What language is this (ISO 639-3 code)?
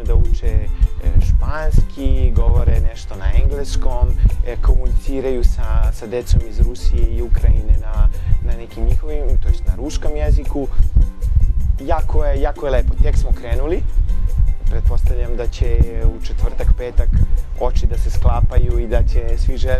srp